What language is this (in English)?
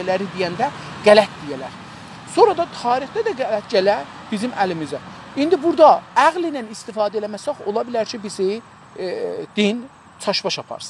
South Azerbaijani